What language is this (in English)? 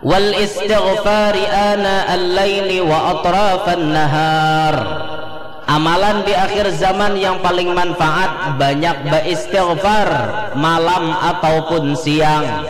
Banjar